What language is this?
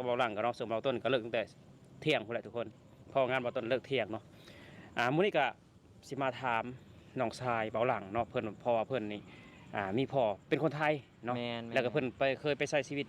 Northeastern Thai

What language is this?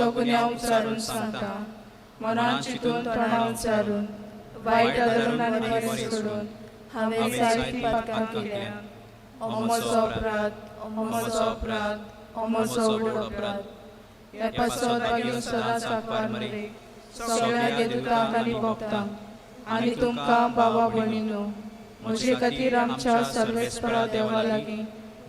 Konkani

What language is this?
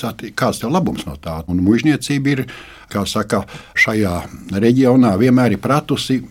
Latvian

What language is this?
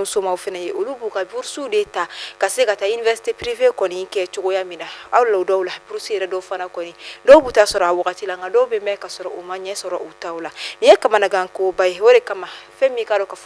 Bambara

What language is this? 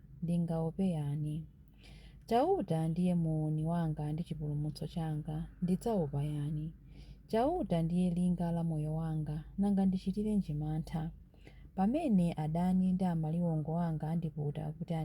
Nyanja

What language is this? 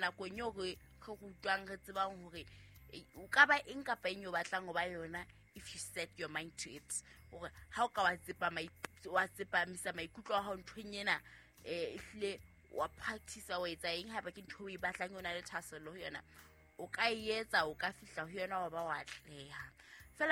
Southern Sotho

